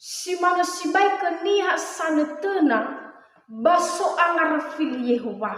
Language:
Nias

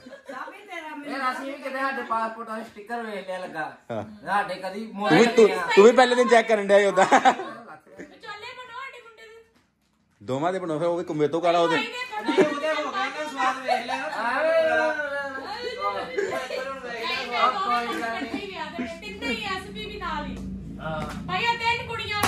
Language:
Punjabi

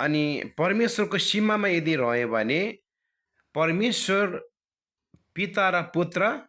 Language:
Nepali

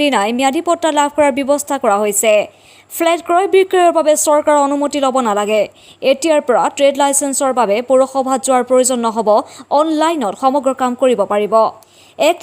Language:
Assamese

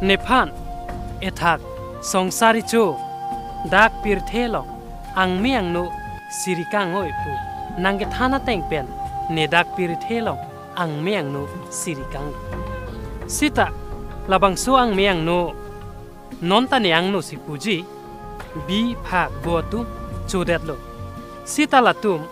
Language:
Karbi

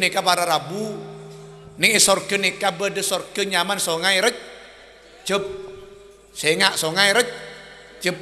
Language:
Madurese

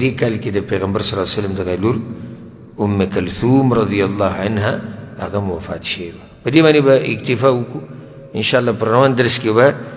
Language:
Pashto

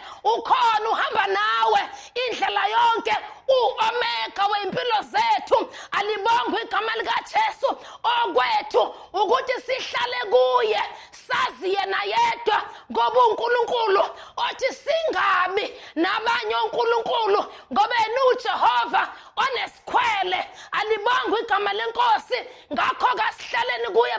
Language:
Zulu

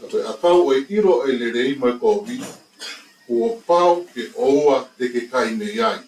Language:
Tongan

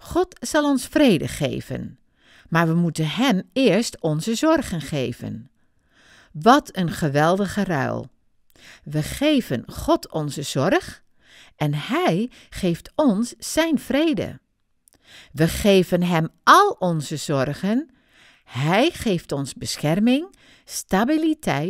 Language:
Dutch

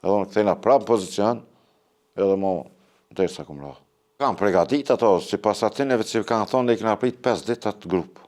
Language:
Albanian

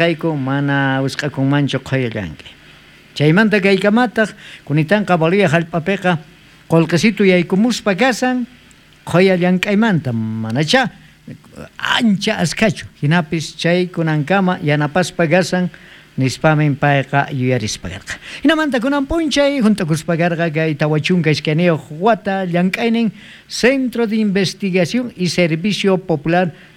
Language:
South Bolivian Quechua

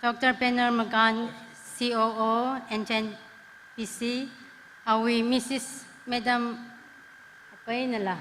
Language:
Tangkhul Naga (India)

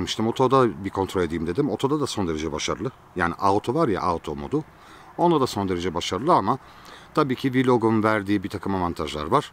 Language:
Turkish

